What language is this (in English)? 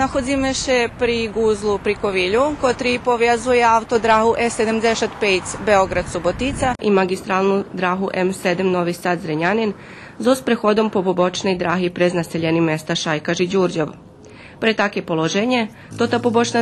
Rusyn